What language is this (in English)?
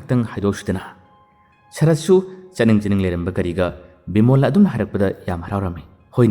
Manipuri